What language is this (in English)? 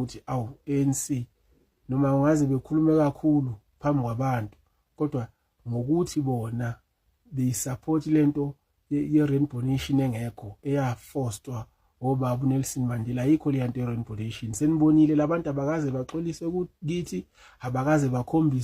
Zulu